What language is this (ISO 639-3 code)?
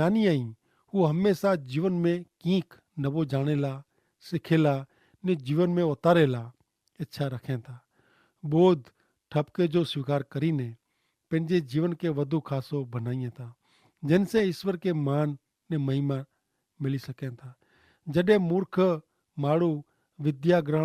kfr